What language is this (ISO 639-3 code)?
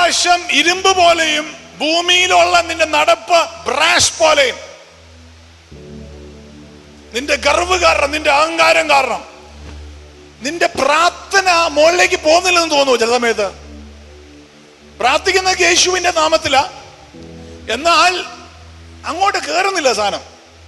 mal